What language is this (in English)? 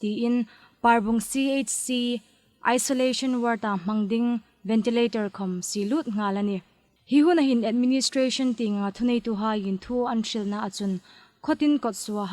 Hmar